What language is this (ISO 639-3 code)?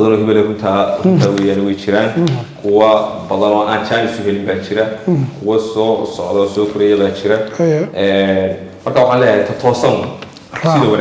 som